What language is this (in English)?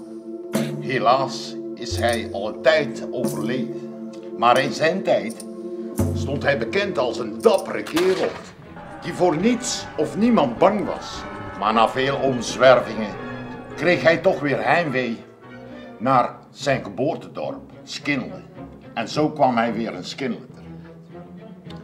Dutch